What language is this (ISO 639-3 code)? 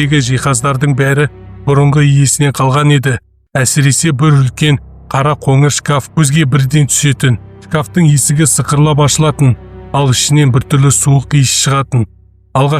kaz